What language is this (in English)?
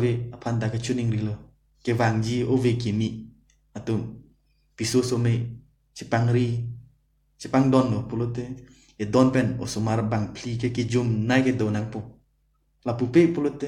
Karbi